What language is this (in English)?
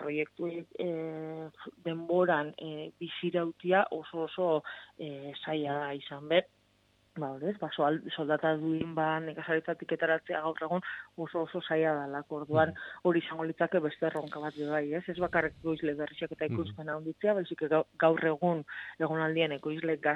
Basque